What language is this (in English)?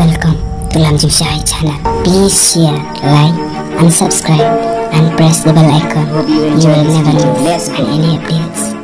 Khasi